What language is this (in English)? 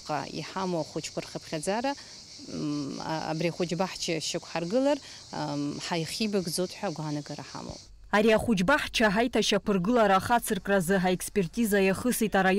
Abkhazian